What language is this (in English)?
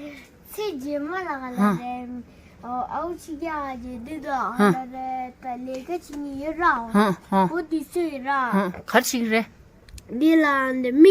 Tibetan